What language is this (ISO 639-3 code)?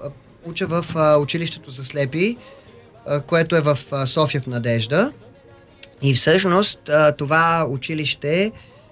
bul